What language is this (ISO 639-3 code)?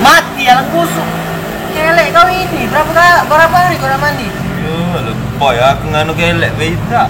mui